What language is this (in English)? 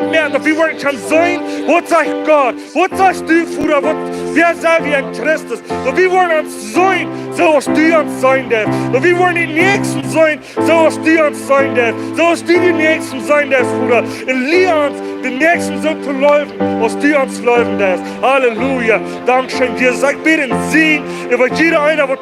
Plautdietsch